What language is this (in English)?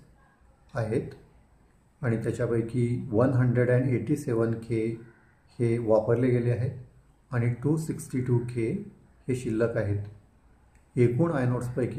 Marathi